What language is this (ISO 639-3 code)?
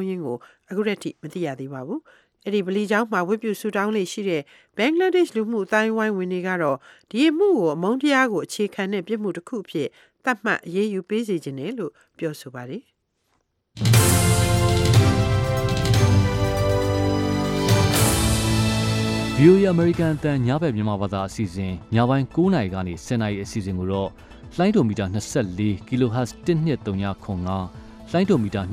mya